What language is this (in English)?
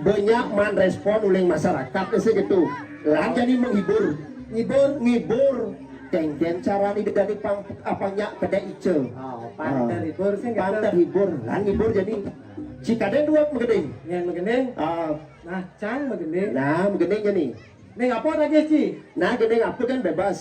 Balinese